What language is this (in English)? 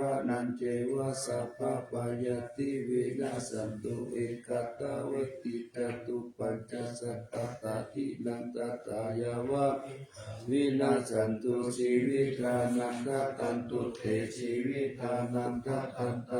Pali